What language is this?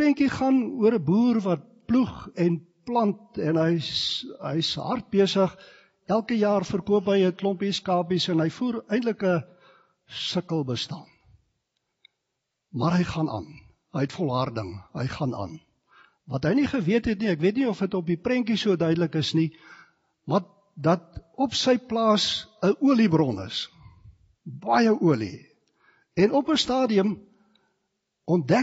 Afrikaans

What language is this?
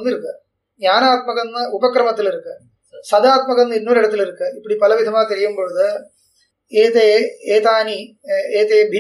Tamil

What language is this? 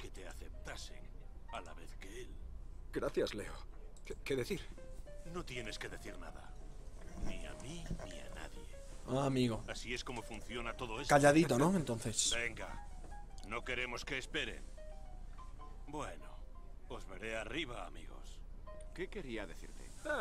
Spanish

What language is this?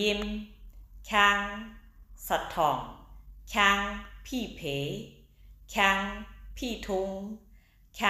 Shan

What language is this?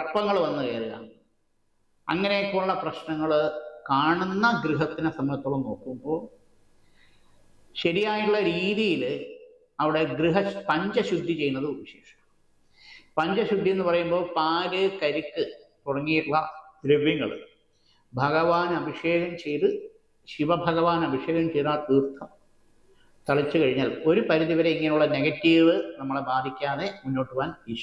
Malayalam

